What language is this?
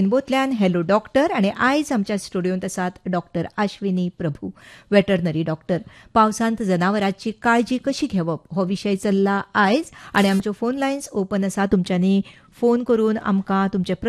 Konkani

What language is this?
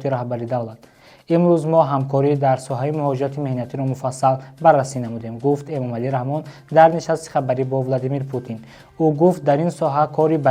Tajik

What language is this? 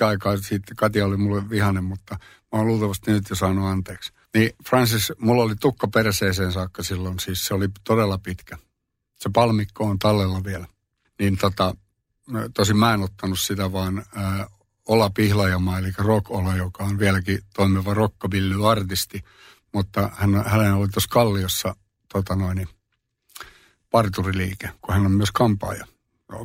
Finnish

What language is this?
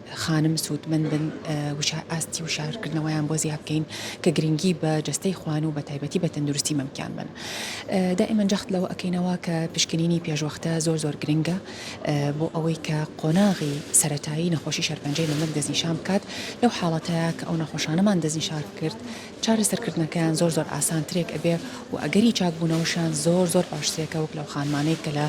Central Kurdish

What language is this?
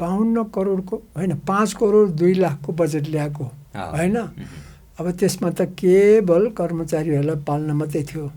Nepali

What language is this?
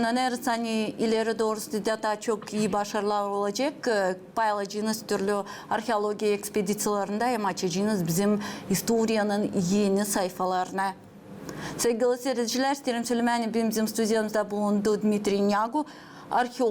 Gagauz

